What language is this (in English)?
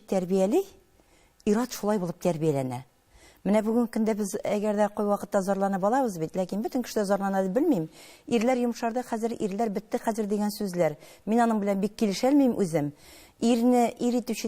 Tatar